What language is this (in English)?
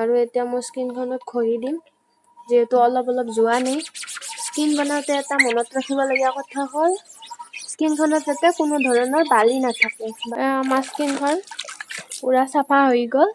Assamese